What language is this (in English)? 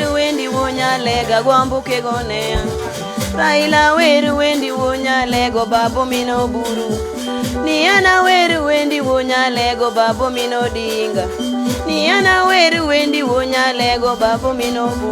Luo (Kenya and Tanzania)